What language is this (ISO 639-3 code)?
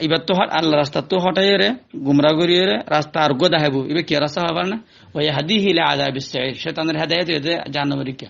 rhg